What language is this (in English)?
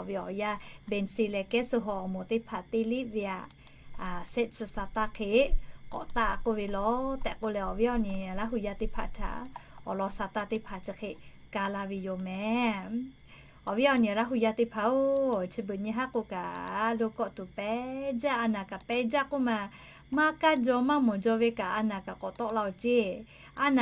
Lahu